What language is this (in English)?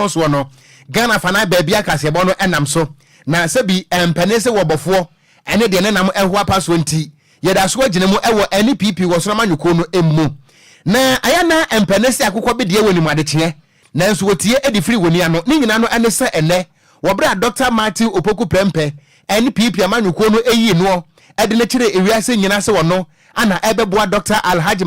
Akan